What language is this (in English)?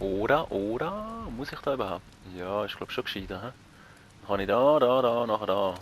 Swiss German